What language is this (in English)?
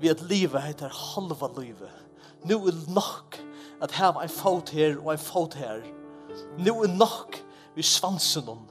Faroese